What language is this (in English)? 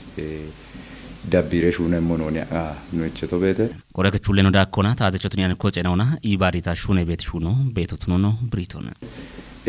Kafa